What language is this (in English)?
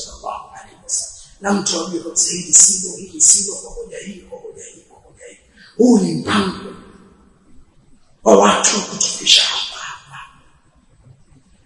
Swahili